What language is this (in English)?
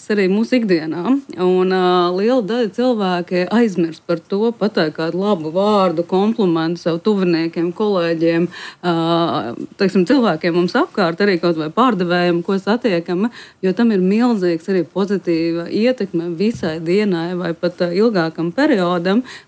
Latvian